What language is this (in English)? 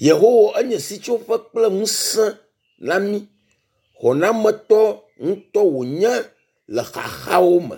Ewe